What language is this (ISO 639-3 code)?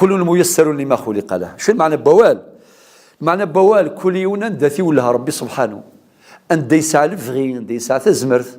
kab